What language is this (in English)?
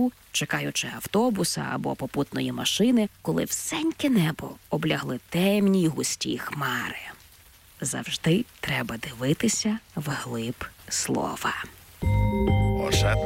Ukrainian